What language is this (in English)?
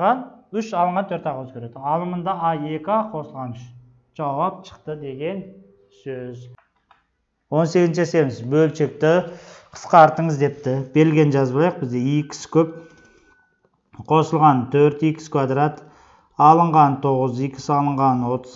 Kazakh